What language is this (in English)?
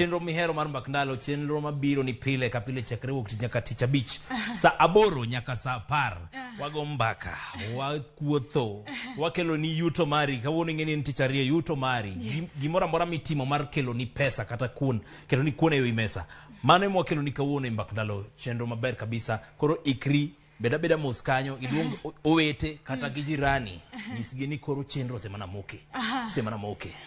Luo (Kenya and Tanzania)